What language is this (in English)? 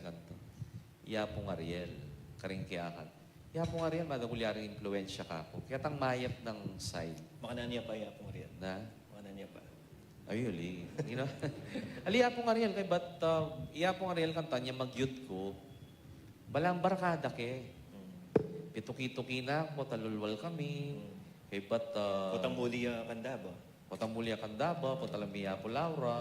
Pampanga